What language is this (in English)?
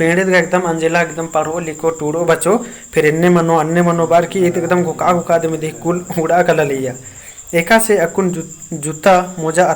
Kurukh